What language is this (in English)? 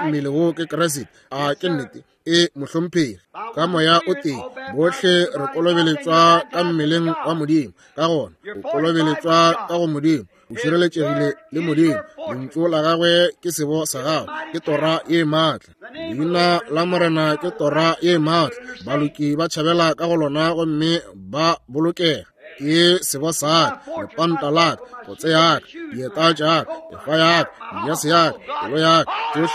Northern Sotho